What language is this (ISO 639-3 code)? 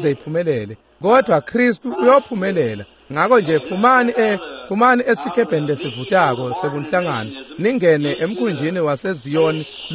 ssw